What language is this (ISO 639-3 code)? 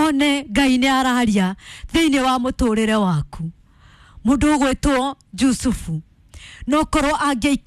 kik